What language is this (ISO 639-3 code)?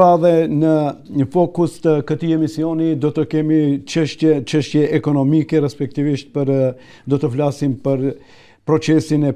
sqi